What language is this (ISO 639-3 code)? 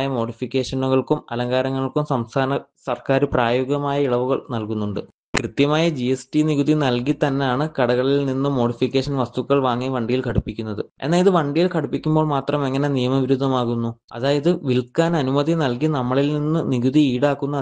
mal